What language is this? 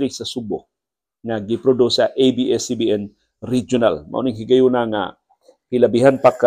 Cebuano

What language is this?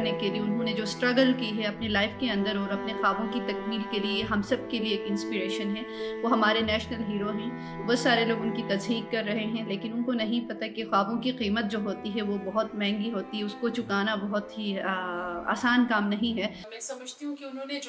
Urdu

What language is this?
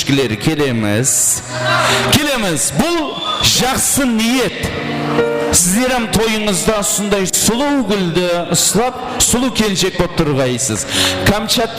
Kara-Kalpak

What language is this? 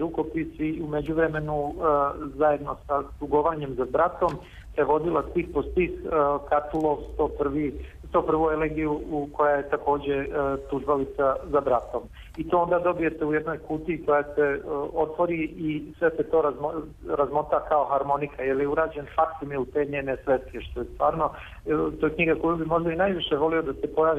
Serbian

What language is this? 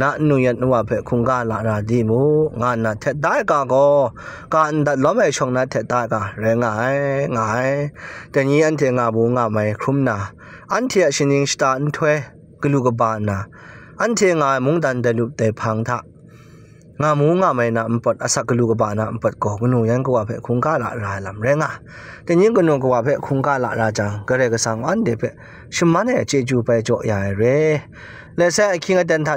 Kachin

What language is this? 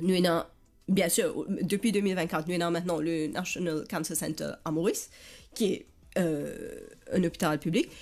Morisyen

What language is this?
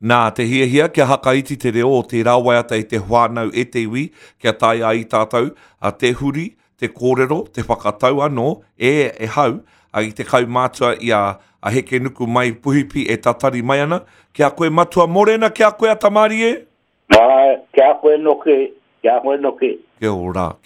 Māori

